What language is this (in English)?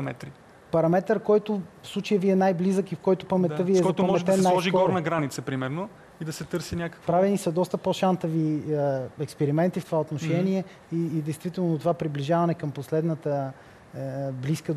Bulgarian